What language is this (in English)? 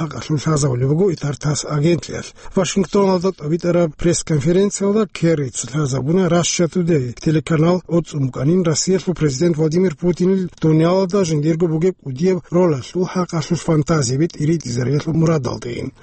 Avaric